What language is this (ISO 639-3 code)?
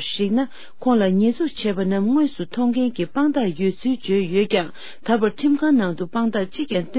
bod